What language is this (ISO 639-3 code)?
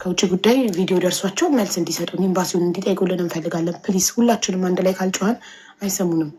amh